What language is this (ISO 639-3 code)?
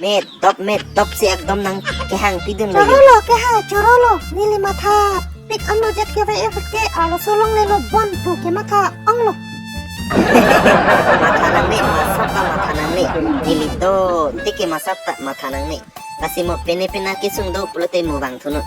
mjw